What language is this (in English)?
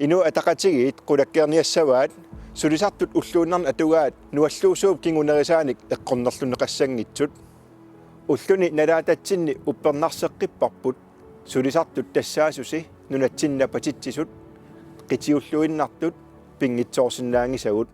Kalaallisut